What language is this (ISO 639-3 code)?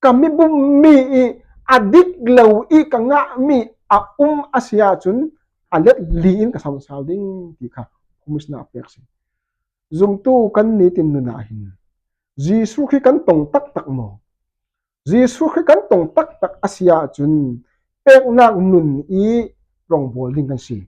cfm